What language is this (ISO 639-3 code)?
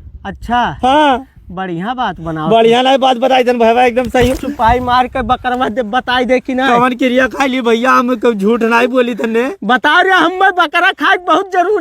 awa